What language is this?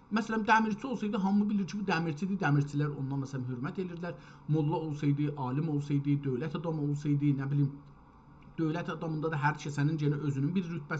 South Azerbaijani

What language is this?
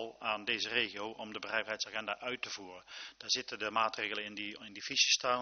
Dutch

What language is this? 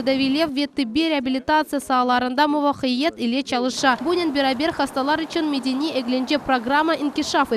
Crimean Tatar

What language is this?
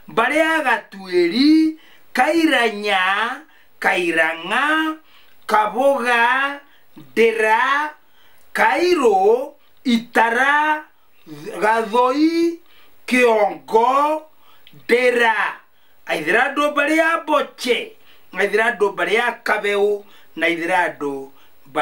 Kikuyu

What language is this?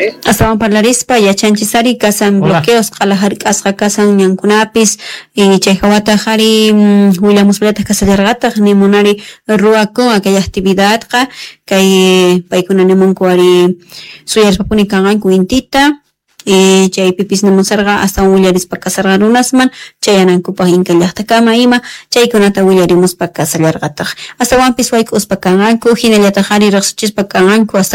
South Bolivian Quechua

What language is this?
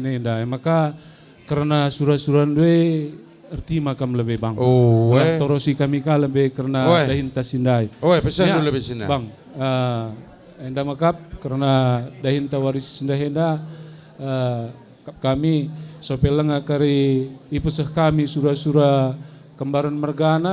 Batak Karo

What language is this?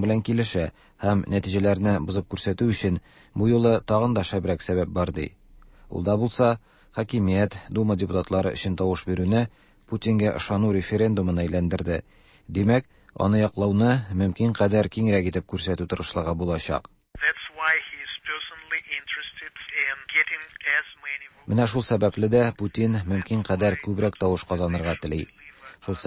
Tatar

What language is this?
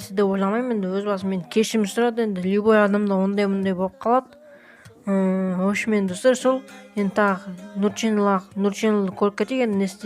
Kazakh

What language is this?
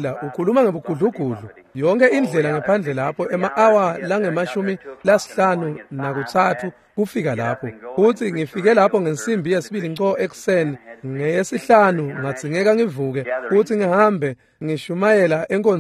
Swati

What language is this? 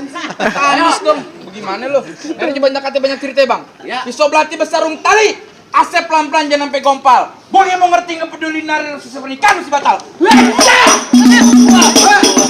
Betawi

